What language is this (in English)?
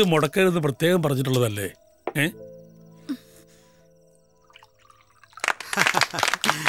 Malayalam